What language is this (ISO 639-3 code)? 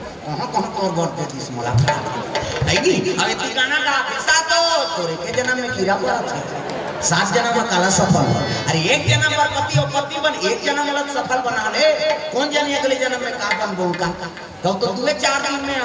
hne